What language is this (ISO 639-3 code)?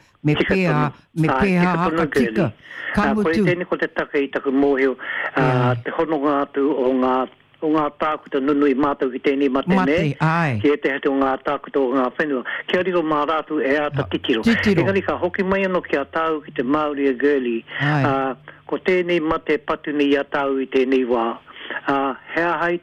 mri